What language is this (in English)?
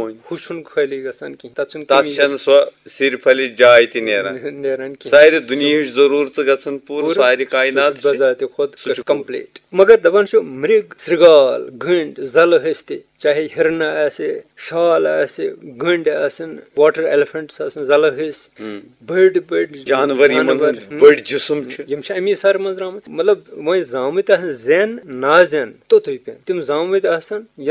Kashmiri